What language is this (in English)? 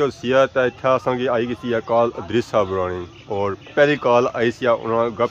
Pahari-Potwari